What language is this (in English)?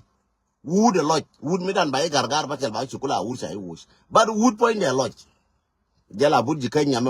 Nuer